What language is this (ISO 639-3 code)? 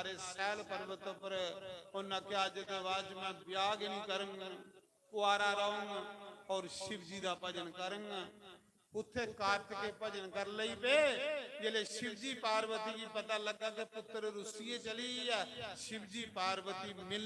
doi